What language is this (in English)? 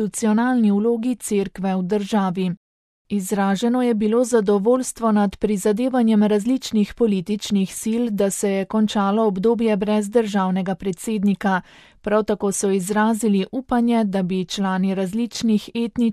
Slovenian